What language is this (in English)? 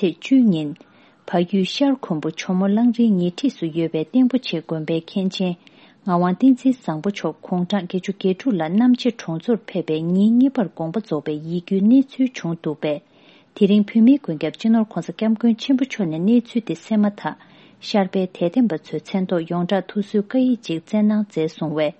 Tibetan